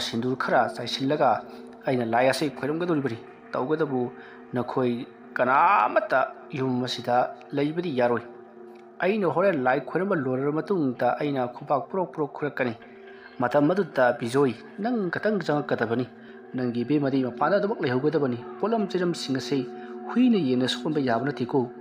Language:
Manipuri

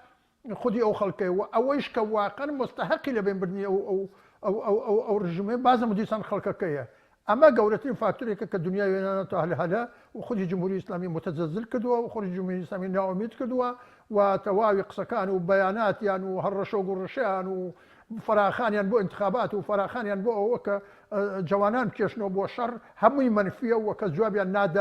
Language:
Central Kurdish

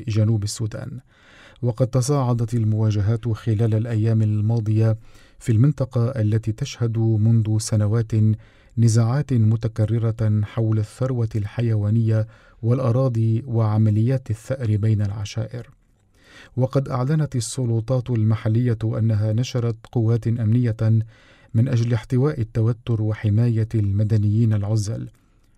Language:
Arabic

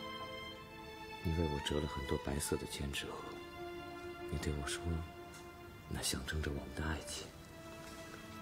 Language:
Chinese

